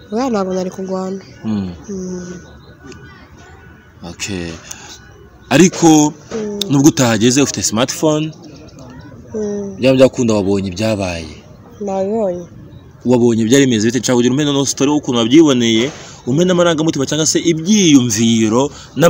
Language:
Kinyarwanda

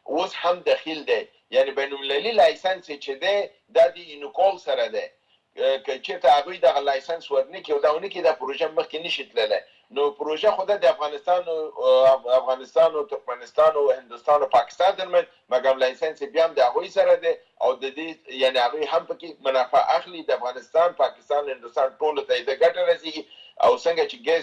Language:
Pashto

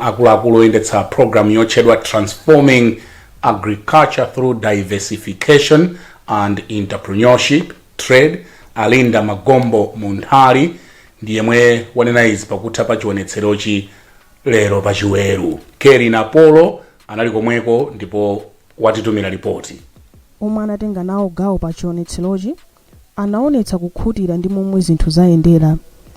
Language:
Nyanja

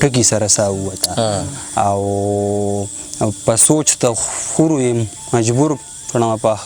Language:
Pashto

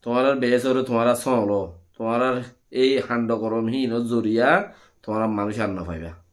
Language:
Rohingya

